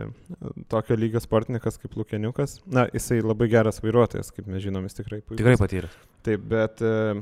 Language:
Lithuanian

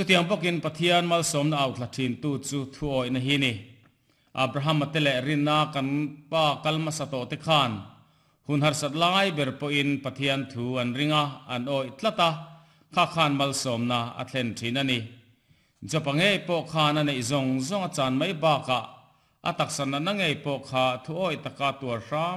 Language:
Mizo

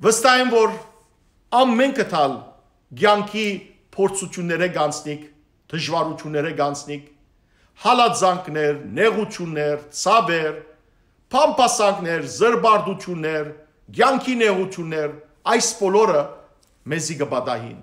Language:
Western Armenian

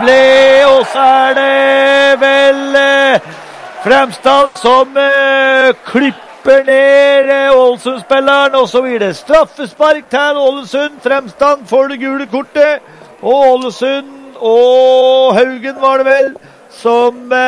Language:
Norwegian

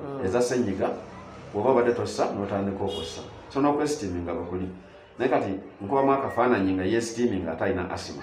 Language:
Ganda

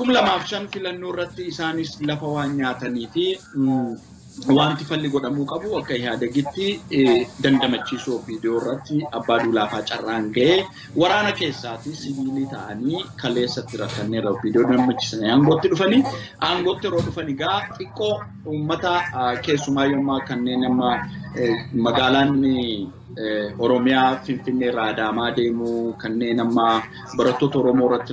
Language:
Oromo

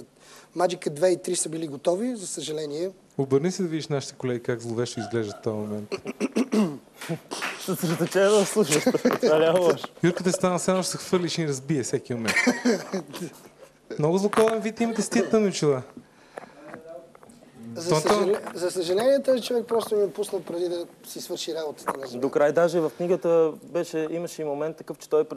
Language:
Bulgarian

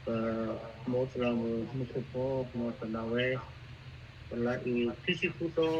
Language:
S'gaw Karen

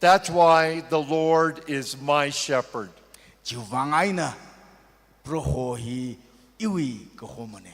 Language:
Tangkhul Naga (India)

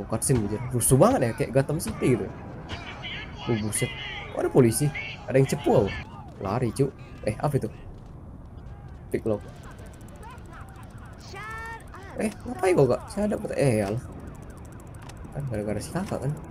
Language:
Indonesian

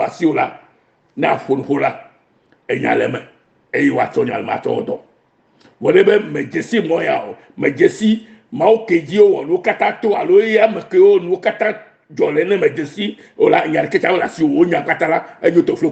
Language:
Ewe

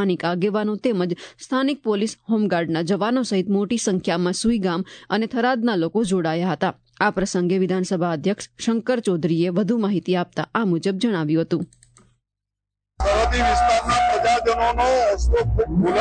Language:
Gujarati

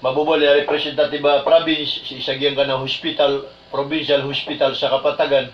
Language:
Maranao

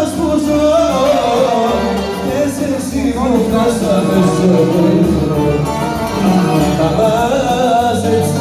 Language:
Greek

